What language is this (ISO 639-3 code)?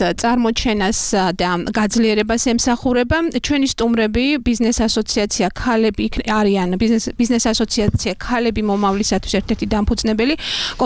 kat